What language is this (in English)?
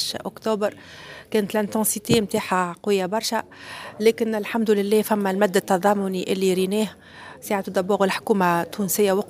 Tunisian Arabic